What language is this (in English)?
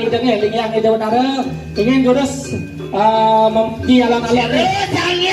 Balinese